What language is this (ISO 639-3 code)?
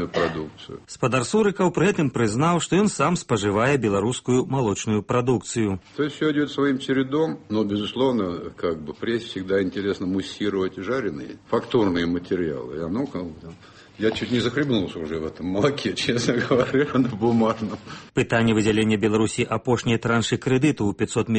bel